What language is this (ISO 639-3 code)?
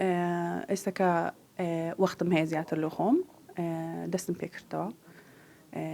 ckb